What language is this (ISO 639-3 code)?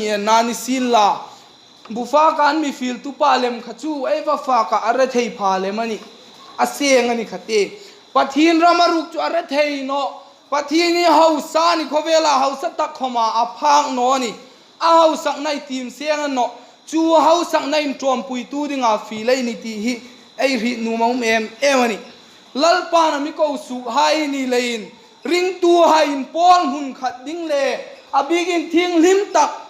hmr